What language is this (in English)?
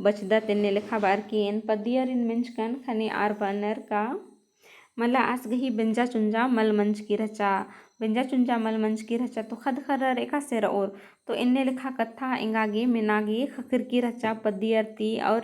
Kurukh